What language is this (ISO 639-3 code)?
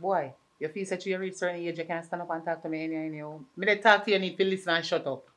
jam